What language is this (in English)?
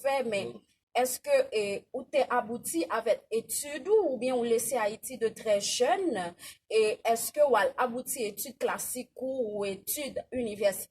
Haitian Creole